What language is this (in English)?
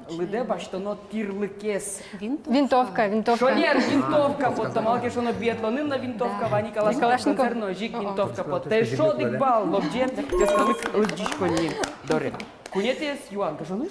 Udmurt